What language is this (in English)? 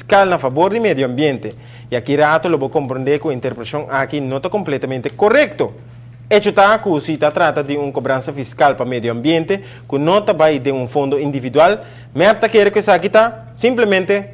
Papiamento